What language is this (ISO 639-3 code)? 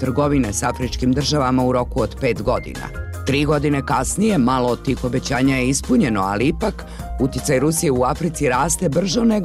bos